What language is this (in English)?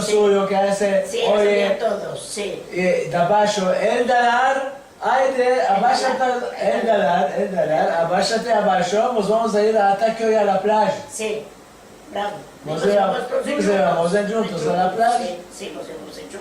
Ladino